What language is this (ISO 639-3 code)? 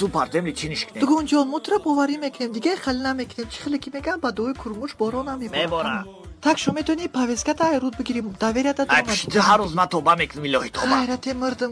tgk